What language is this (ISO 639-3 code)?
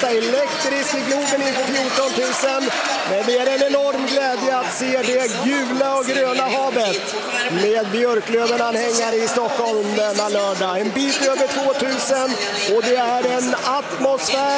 swe